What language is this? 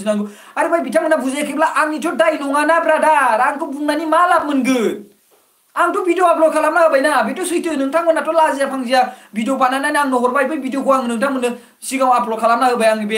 Bodo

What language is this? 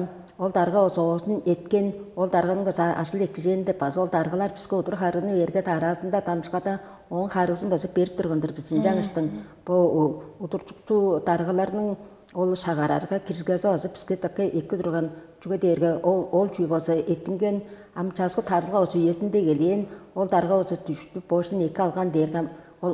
Tuvinian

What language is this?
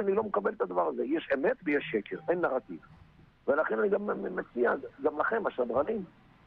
Hebrew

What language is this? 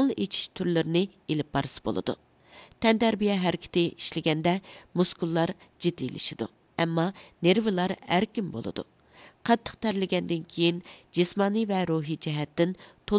Uyghur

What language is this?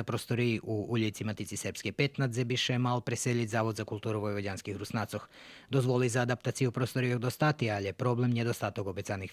Rusyn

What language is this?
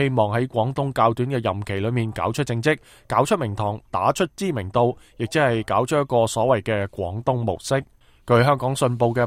Cantonese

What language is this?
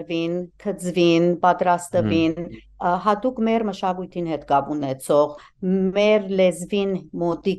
Western Armenian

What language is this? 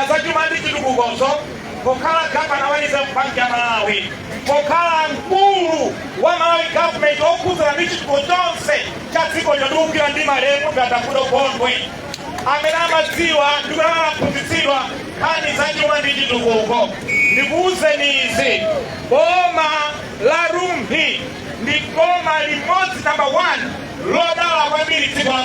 Nyanja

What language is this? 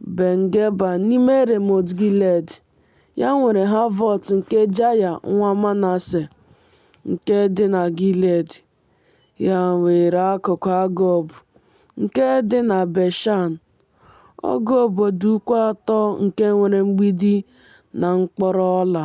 Igbo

